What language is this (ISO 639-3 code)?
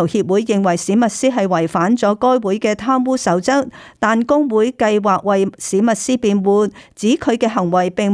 yue